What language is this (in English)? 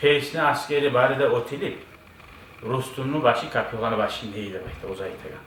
Kumyk